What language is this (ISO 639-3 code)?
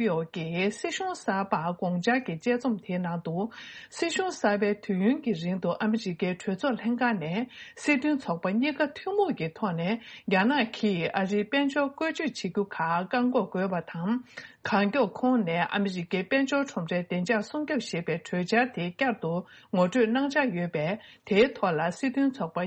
bod